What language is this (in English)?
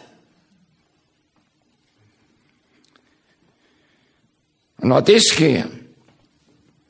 Danish